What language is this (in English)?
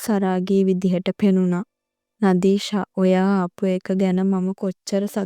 Sinhala